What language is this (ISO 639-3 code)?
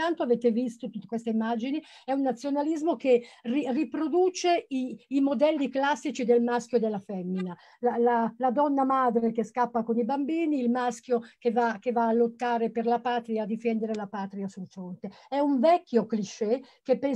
ita